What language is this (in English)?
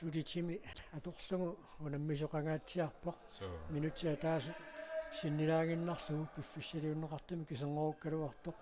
Kalaallisut